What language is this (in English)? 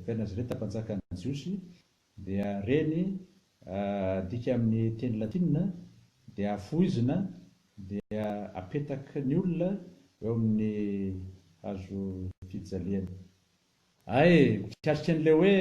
Malagasy